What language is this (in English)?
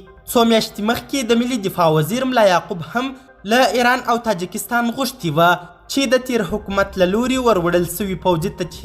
Pashto